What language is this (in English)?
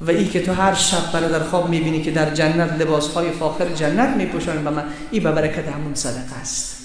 Persian